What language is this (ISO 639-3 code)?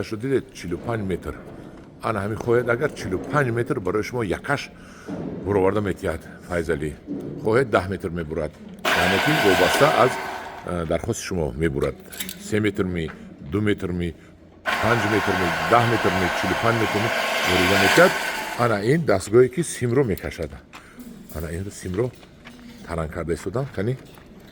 tgk